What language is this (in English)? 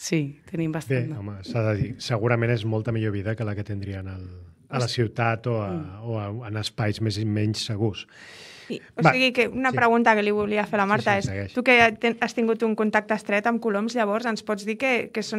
Catalan